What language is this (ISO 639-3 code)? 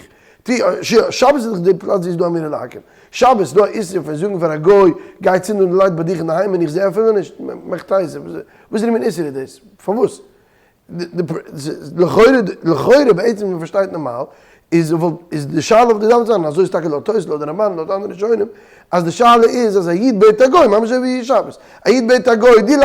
yid